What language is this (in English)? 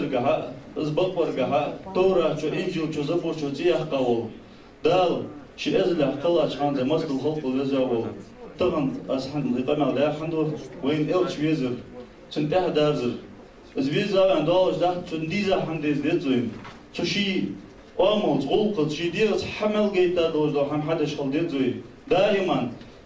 Ingush